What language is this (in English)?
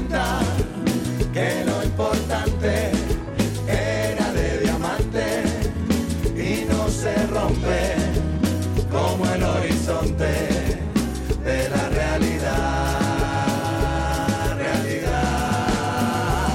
Spanish